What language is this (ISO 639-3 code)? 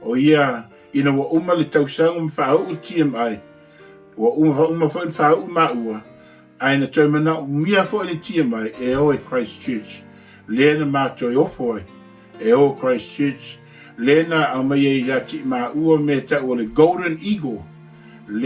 smo